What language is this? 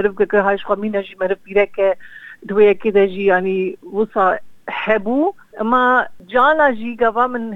Kurdish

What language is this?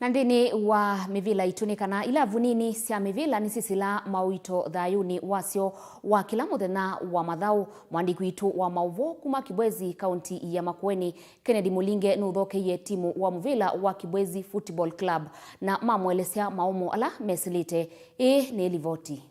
Kamba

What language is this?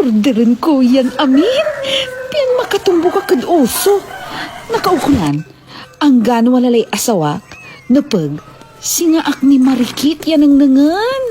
Pangasinan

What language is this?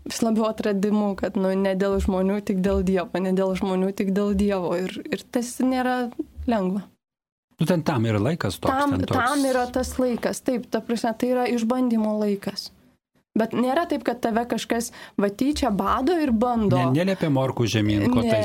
Lithuanian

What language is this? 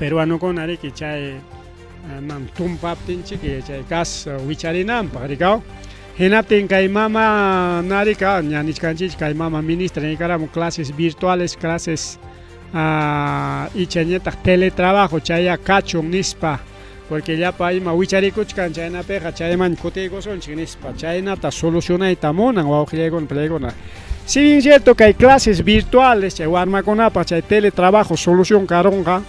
Ayacucho Quechua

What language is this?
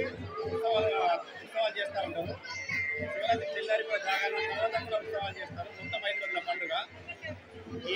Telugu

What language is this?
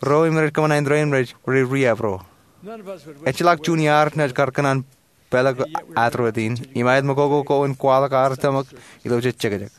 Marshallese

